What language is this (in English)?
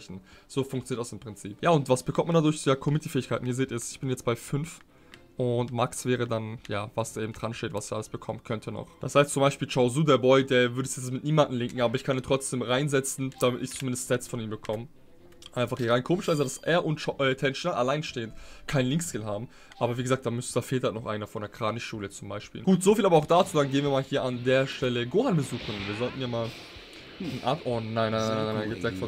German